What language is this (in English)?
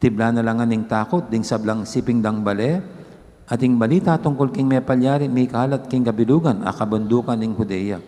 Pampanga